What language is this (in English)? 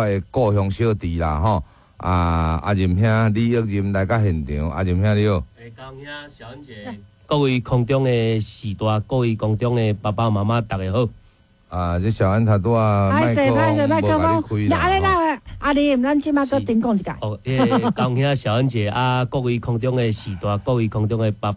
Min Nan Chinese